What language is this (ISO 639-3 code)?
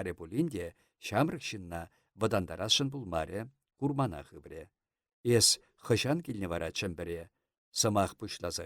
chv